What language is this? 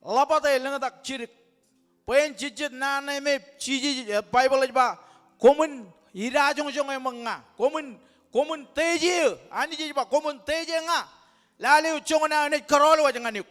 Marshallese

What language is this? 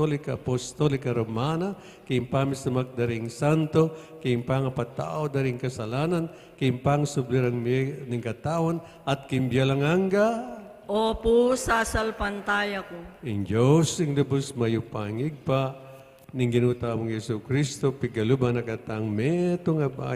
Pampanga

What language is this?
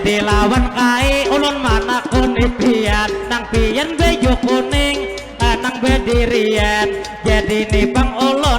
Banjar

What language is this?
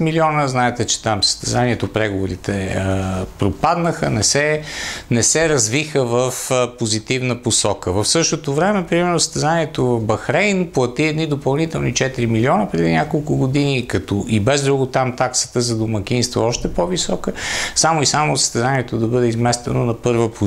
Bulgarian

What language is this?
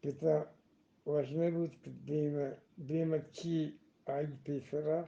Eastern Balochi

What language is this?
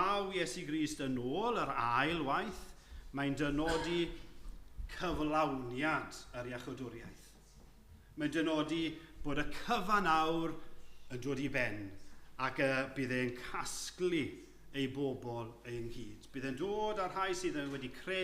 Welsh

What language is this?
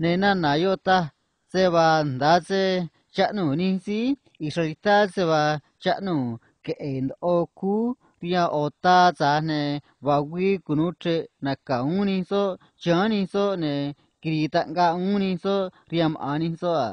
Copala Triqui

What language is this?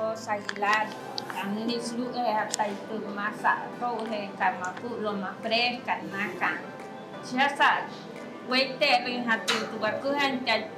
Wayuu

